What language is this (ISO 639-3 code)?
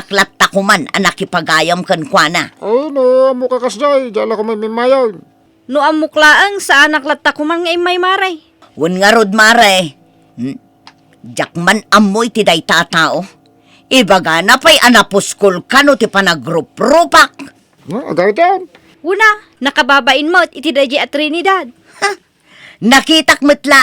ilo